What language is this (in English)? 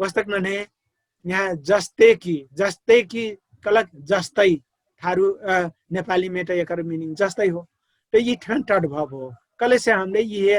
Dangaura Tharu